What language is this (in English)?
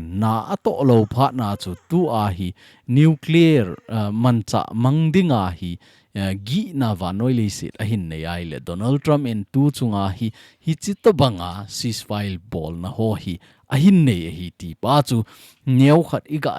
Thado Chin